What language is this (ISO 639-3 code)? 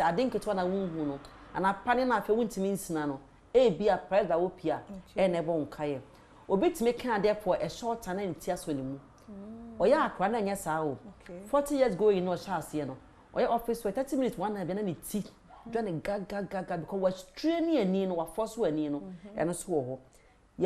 aka